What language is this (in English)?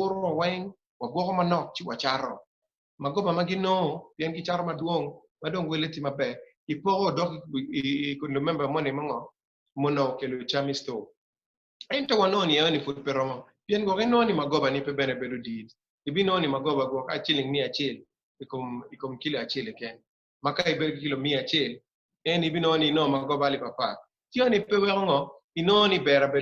Acoli